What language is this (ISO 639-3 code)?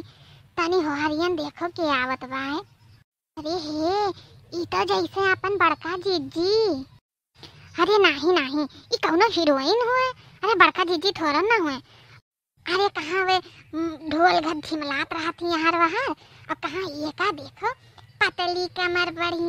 awa